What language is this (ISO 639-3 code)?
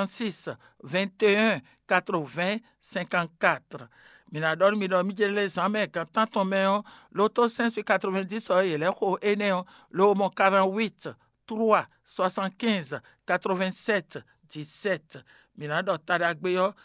fon